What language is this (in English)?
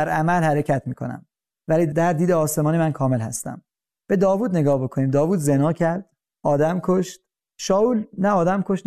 Persian